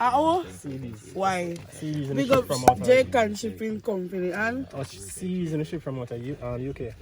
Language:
Jamaican Creole English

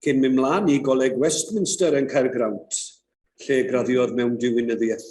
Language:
Welsh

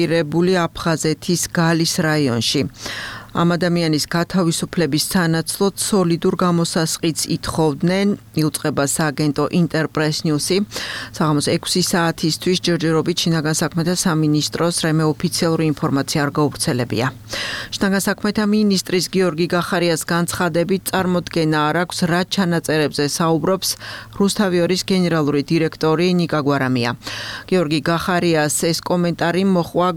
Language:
Georgian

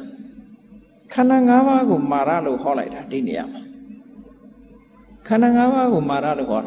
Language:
Burmese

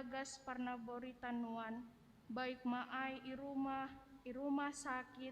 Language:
Batak Simalungun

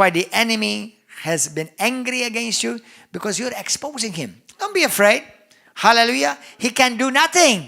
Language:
English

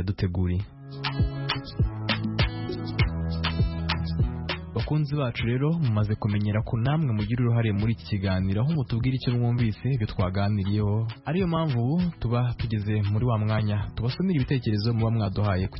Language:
Kinyarwanda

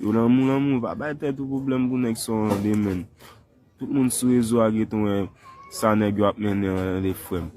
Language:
Haitian Creole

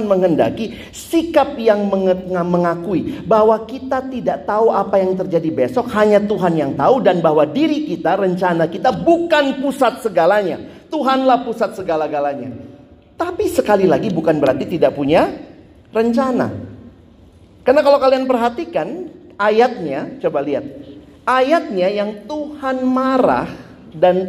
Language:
Indonesian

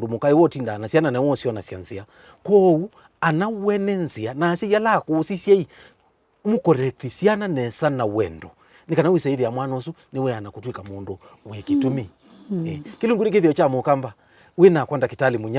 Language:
Kamba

